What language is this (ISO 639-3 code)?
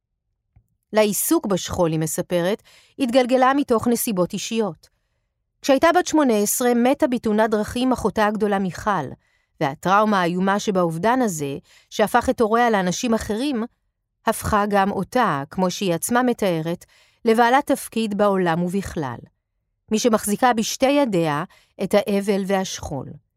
heb